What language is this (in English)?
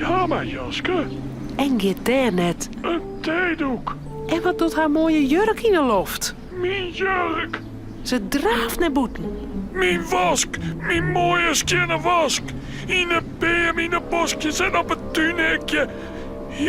Western Frisian